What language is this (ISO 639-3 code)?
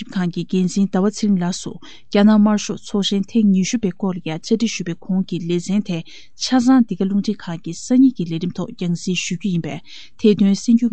bod